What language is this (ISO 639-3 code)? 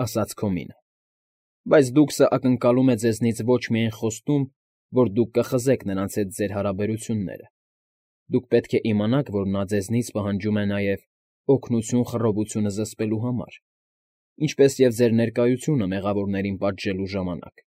hye